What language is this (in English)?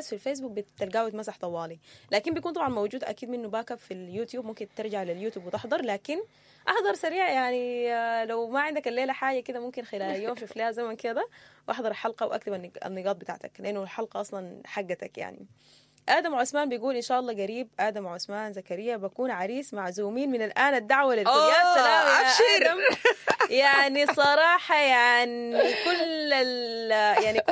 Sudanese Arabic